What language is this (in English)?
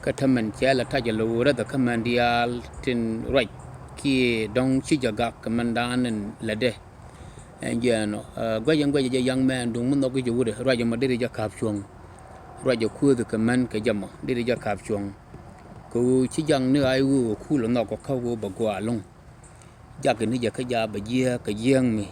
Nuer